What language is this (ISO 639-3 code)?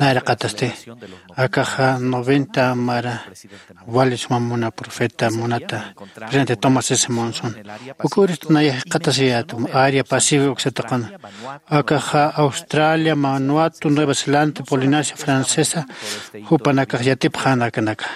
aym